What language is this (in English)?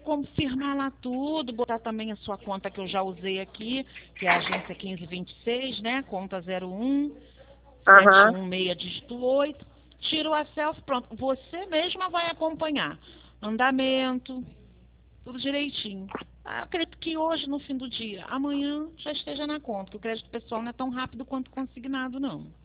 Portuguese